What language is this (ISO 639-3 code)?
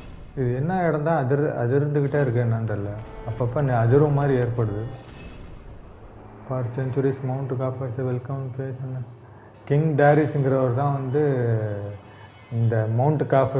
tam